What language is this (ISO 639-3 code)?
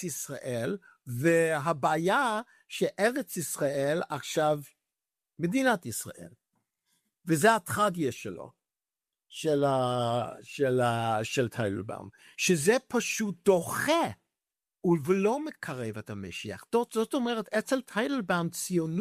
heb